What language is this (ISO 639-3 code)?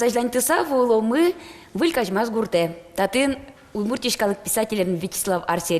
udm